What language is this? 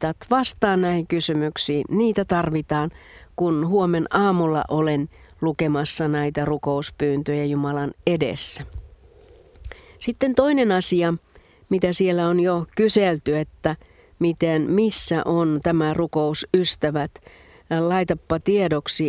Finnish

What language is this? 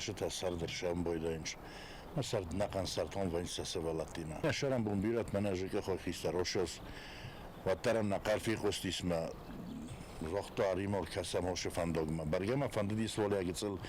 Ossetic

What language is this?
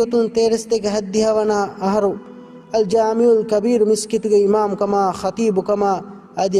Divehi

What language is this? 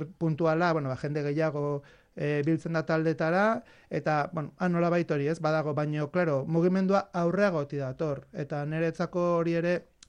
Basque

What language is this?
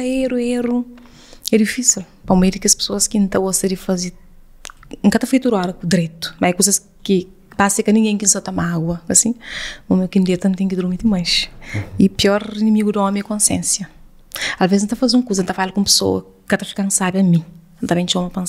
Kabuverdianu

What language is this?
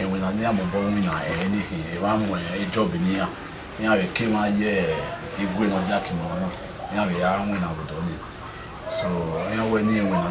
Bini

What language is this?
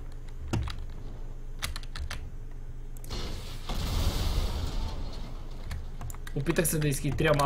Bulgarian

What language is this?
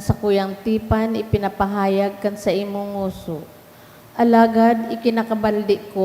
Bikol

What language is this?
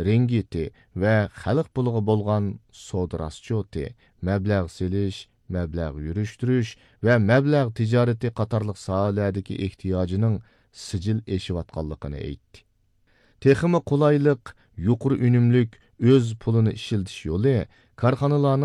Uyghur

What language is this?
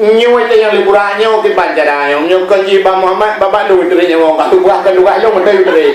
Achinese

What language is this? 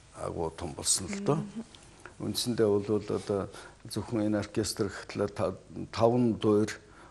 Mongolian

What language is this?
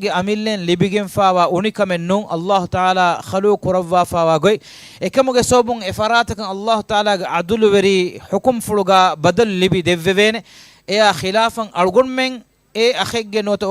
Divehi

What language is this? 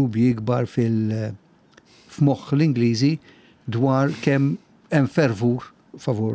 Maltese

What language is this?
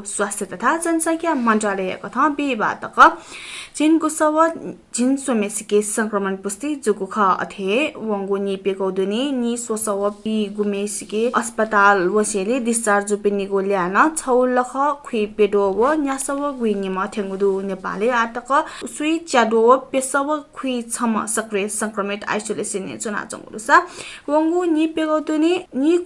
Newari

